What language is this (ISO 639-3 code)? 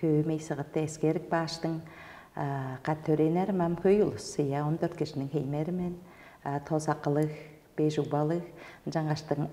tyv